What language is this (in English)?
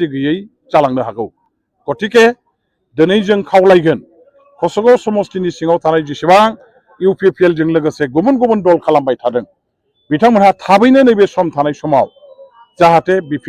Bodo